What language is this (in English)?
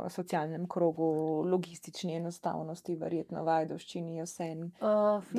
Slovenian